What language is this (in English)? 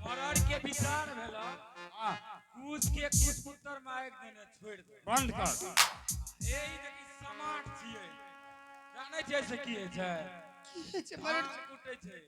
Angika